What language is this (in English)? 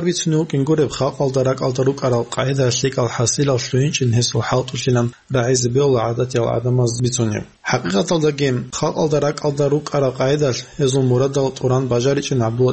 Avaric